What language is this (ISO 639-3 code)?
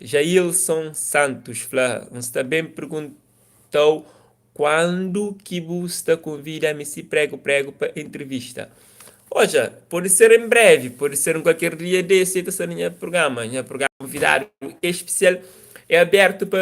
kea